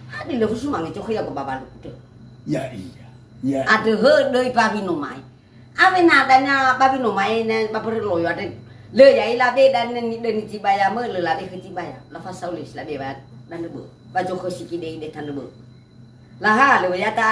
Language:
Nias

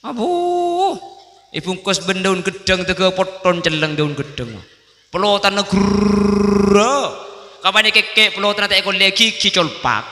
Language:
Madurese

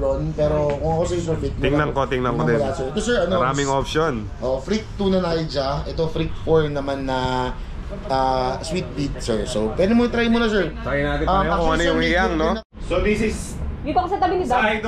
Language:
Filipino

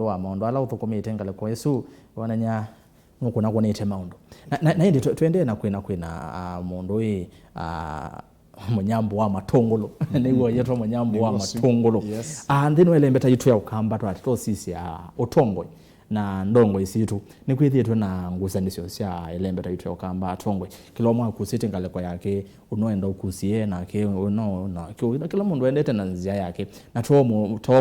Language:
Kamba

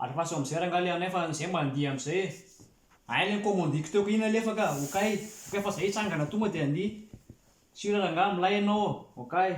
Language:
Malagasy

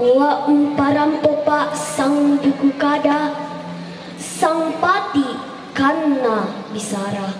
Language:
Toraja-Sa'dan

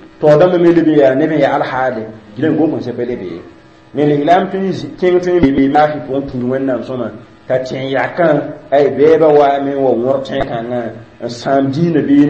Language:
Mossi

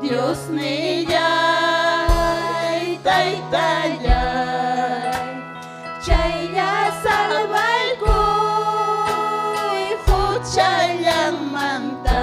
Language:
Ayacucho Quechua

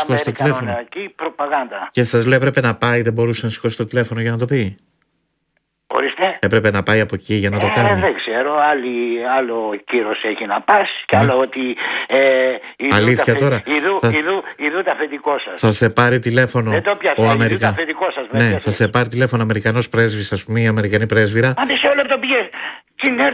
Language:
Greek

